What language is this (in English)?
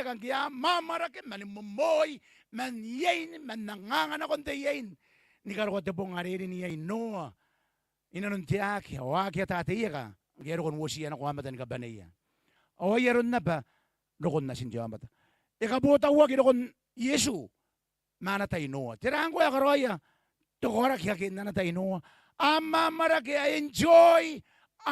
Gilbertese